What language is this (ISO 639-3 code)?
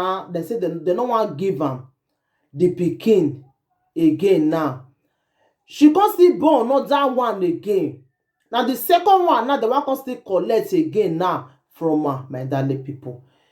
pcm